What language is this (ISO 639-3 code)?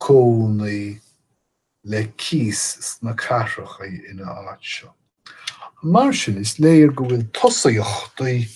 gle